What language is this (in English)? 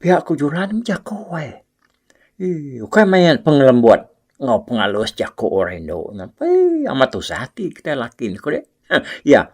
Iban